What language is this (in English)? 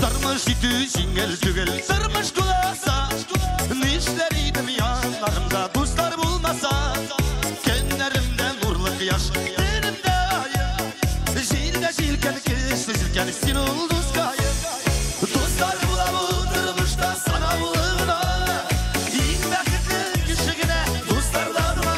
Tatar